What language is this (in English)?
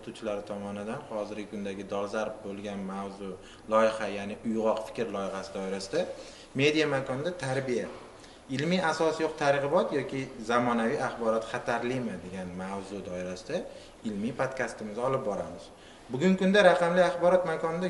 Uzbek